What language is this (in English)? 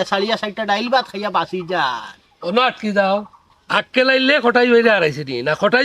Sylheti